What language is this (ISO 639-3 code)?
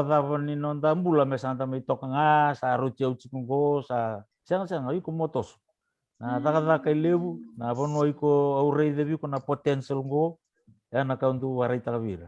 fij